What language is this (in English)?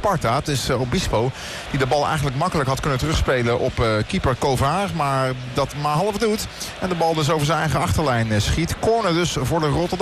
Dutch